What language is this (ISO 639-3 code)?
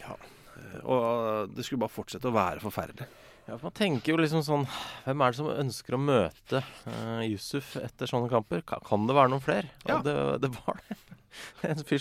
nor